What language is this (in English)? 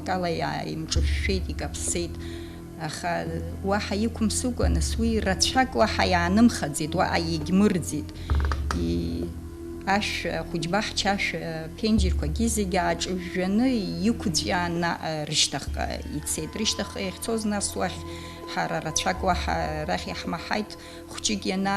Abkhazian